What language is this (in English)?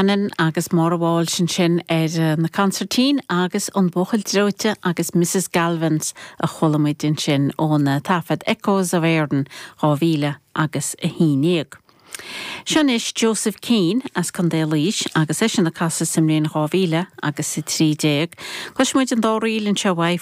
Irish